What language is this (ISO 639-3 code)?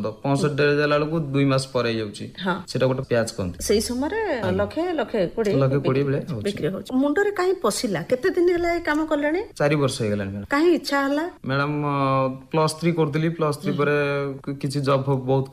ori